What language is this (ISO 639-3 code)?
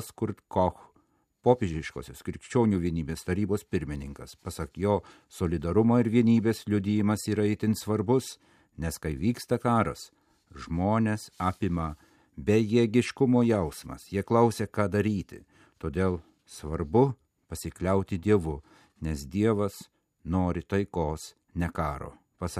lit